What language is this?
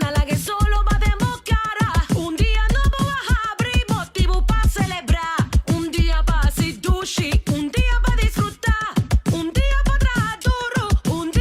Papiamento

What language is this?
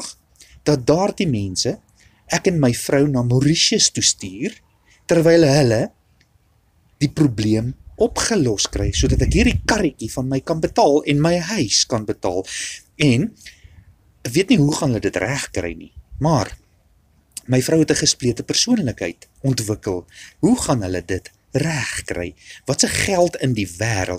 Afrikaans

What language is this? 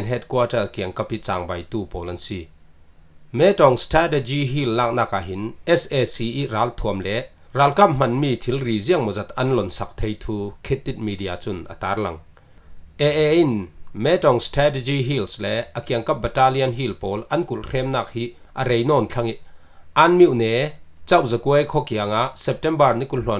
Falam Chin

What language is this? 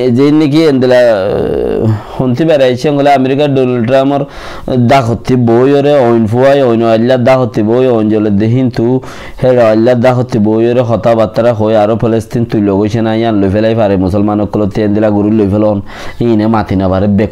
Rohingya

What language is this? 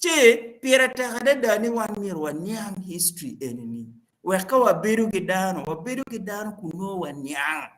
Acoli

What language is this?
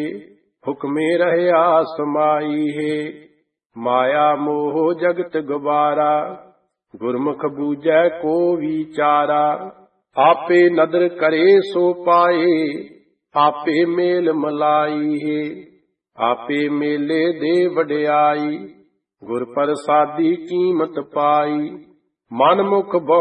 Punjabi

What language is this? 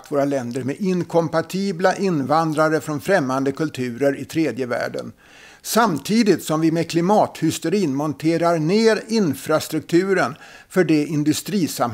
Swedish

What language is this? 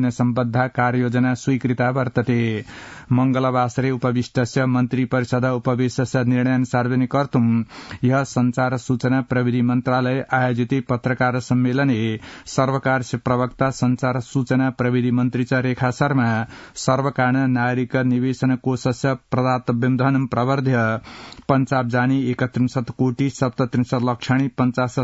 Sanskrit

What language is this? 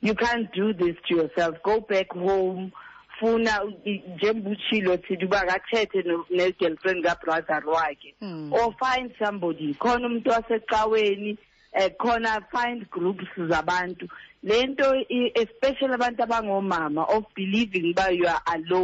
Xhosa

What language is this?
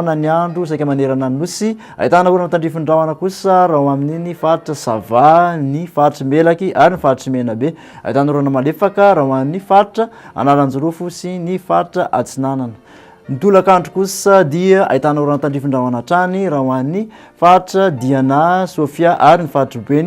Malagasy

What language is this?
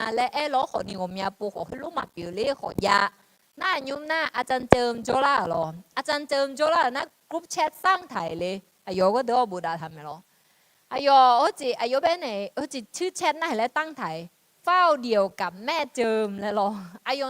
Akha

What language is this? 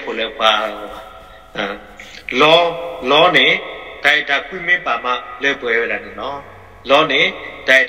S'gaw Karen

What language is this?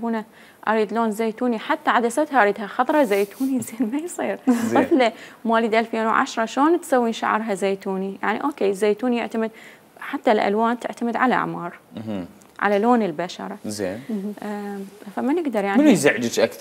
Mesopotamian Arabic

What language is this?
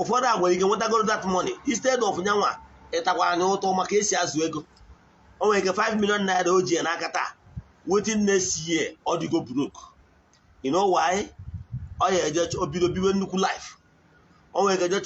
Igbo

